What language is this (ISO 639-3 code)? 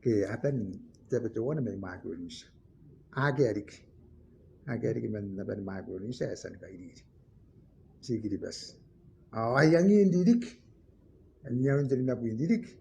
gil